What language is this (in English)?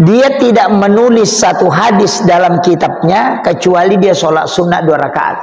Buginese